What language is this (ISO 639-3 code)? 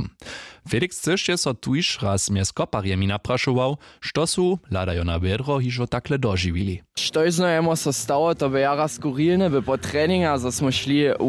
hsb